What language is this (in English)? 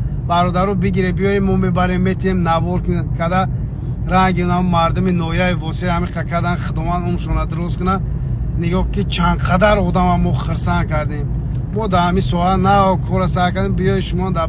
Tajik